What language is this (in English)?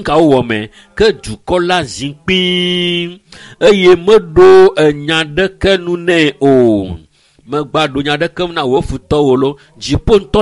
Ewe